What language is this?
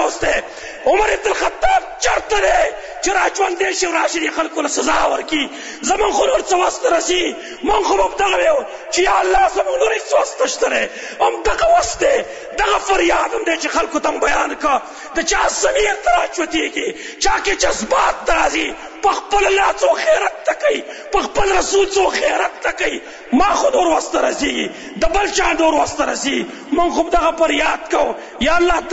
Pashto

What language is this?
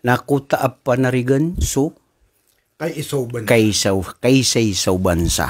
Maranao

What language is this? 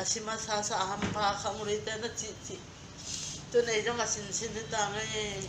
Tedim Chin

